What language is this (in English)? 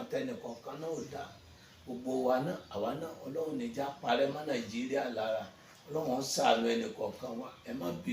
Yoruba